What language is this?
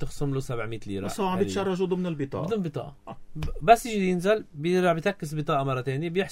North Levantine Arabic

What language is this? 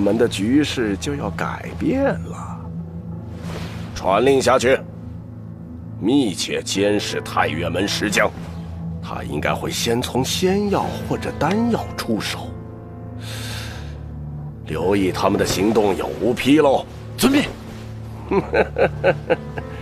Chinese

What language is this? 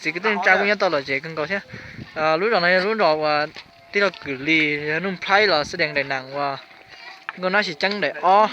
Hmong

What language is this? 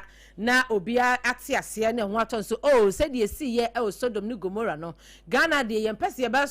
Akan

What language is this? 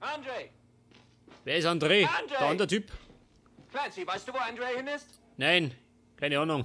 Bavarian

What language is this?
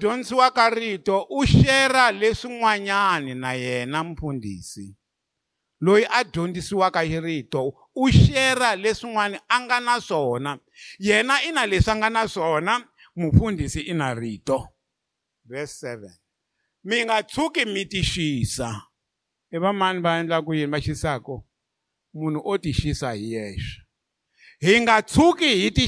Tsonga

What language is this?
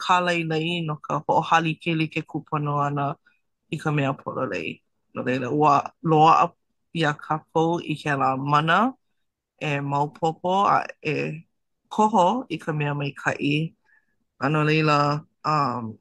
Hawaiian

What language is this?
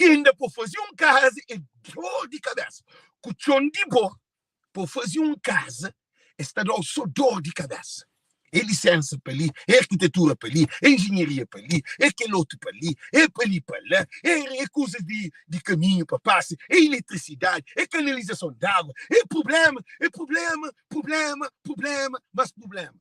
Kabuverdianu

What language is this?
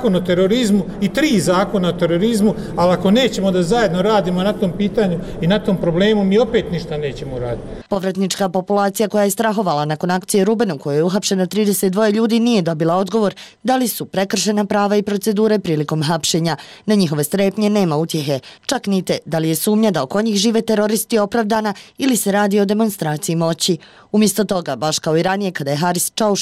Bosnian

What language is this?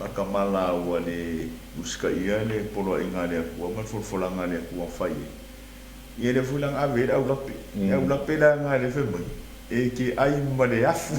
Samoan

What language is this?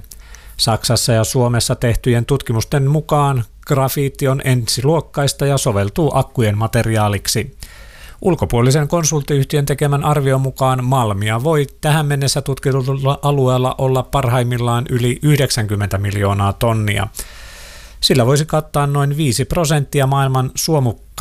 Finnish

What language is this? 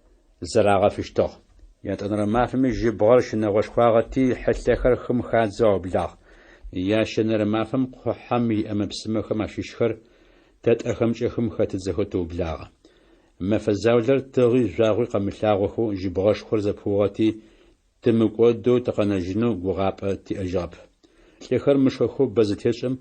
Adyghe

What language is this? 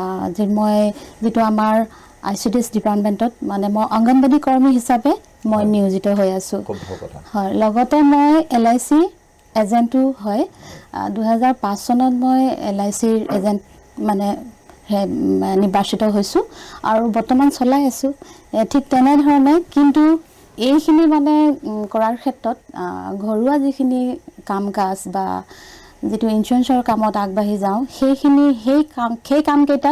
Assamese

